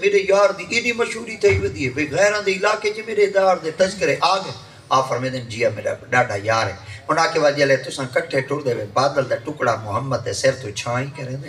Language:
Saraiki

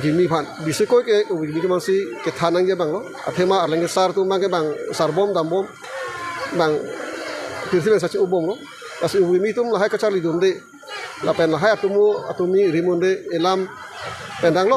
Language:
Karbi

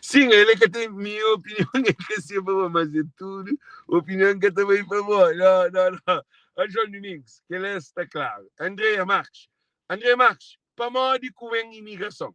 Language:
Kabuverdianu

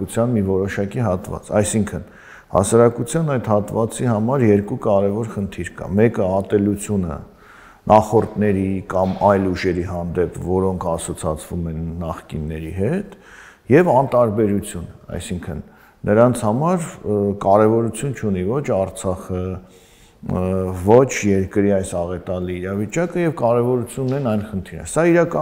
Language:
Armenian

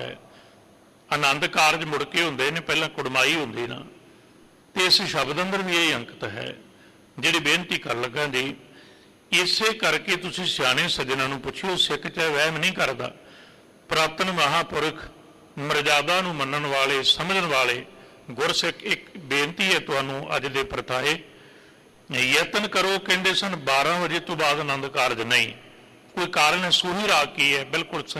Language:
Punjabi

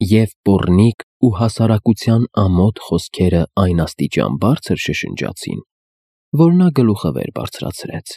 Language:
Armenian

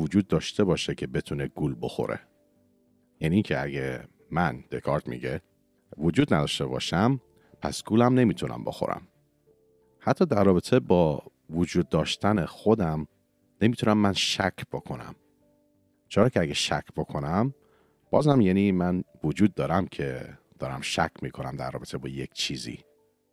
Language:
Persian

